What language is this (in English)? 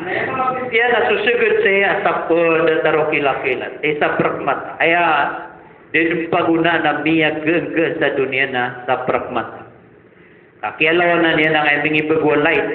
Maranao